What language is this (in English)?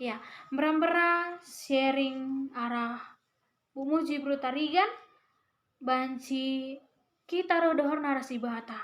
Batak Karo